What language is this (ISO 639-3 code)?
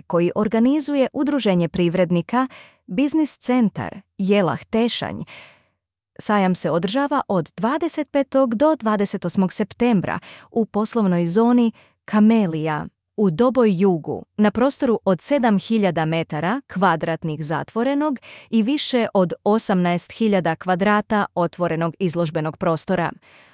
bos